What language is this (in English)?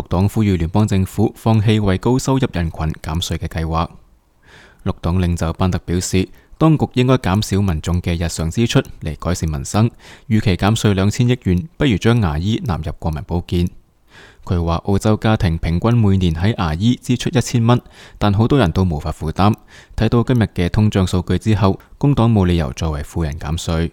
Cantonese